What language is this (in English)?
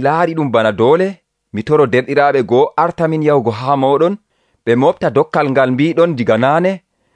Nigerian Fulfulde